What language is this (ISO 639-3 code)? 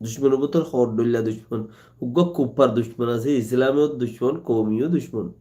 rhg